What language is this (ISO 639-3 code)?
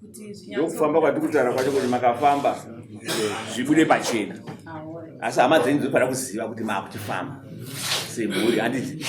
sna